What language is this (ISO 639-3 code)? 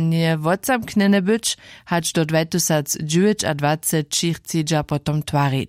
hsb